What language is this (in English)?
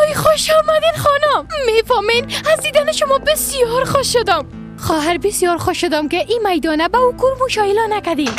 Persian